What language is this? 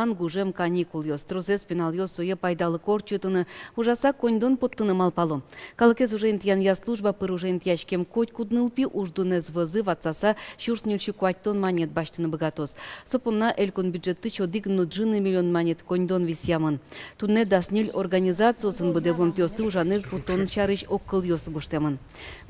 Udmurt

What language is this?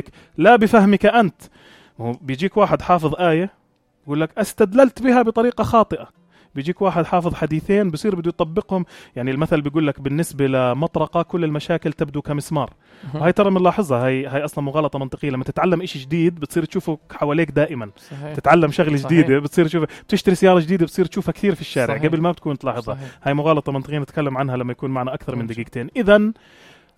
North Levantine Arabic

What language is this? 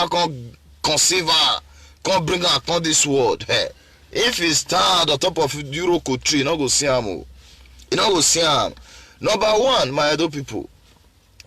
Nigerian Pidgin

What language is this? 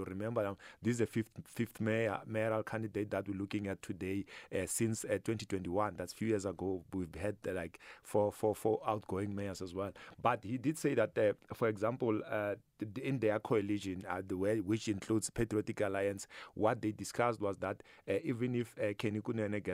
English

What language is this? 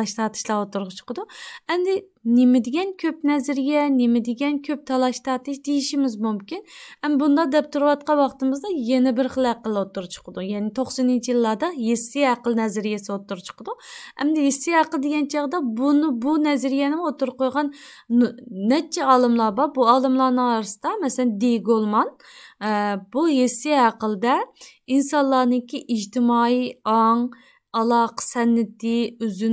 Uyghur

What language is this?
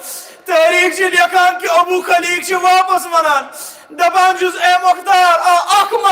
Kashmiri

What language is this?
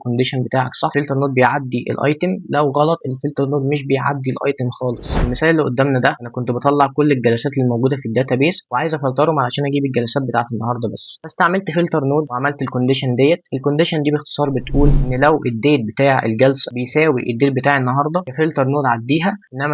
Egyptian Arabic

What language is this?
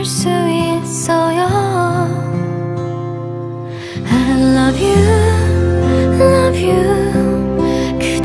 Korean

